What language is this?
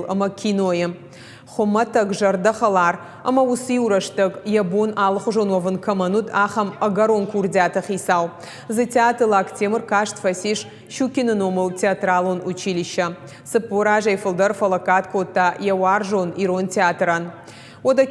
Ossetic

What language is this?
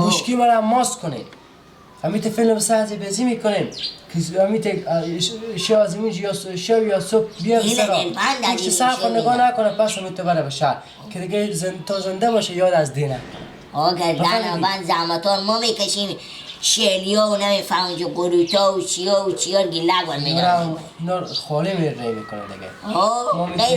Persian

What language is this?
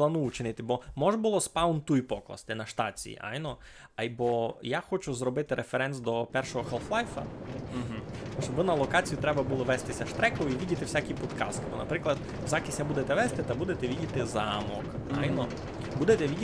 Rusyn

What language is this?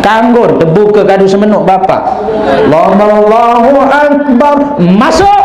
Sasak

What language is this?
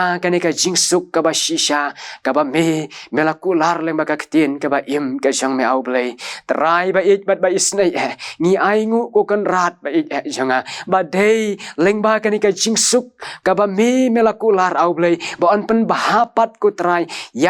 Khasi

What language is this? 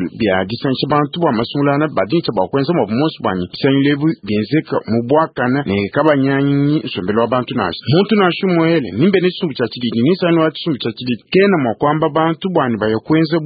Luba-Lulua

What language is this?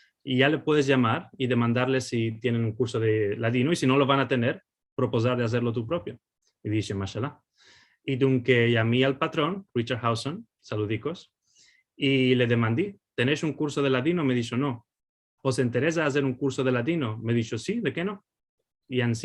Ladino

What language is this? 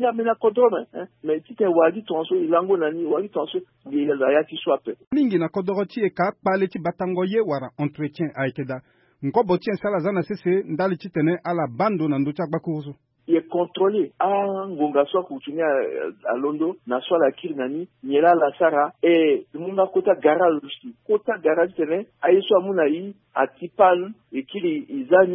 Sango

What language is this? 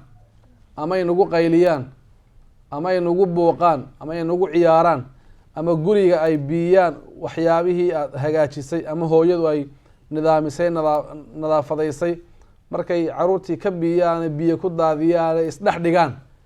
Somali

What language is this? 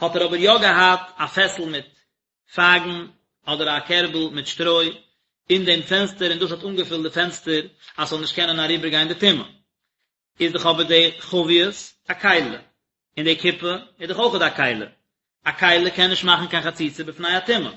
Yiddish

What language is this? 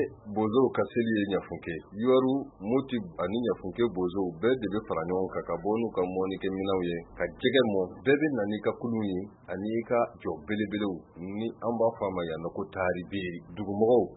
Bambara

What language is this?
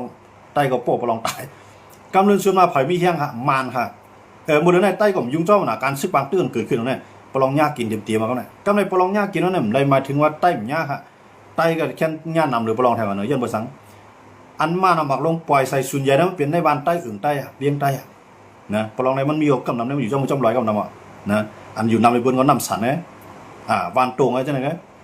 Shan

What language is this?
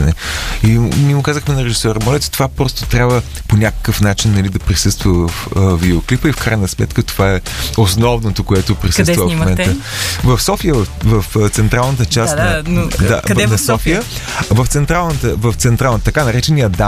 Bulgarian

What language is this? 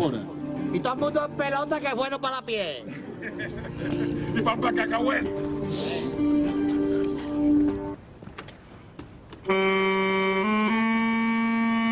Catalan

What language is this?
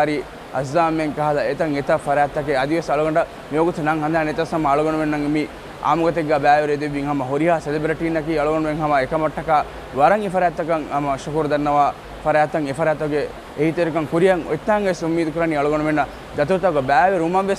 Divehi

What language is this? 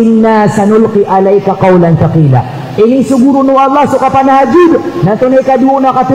Maranao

